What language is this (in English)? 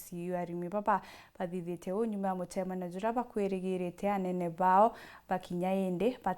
Meru